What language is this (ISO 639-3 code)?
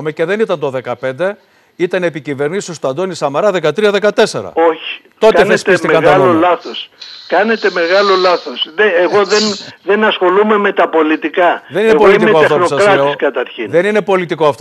ell